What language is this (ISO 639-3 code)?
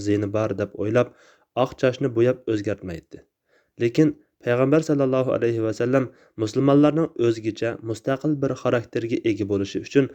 uig